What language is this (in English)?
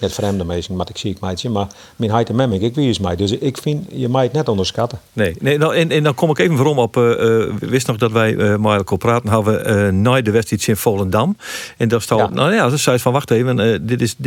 Western Frisian